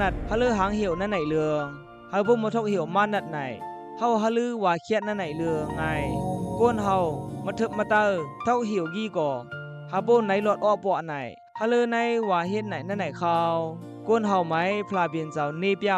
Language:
Khamti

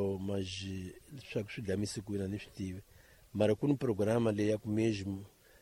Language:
Tsonga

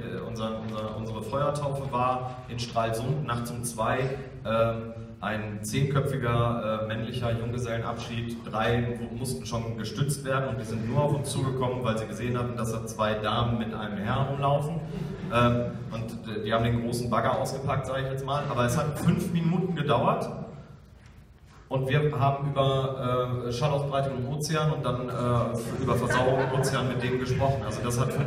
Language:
German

